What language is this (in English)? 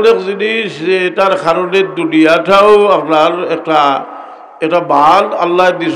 Sylheti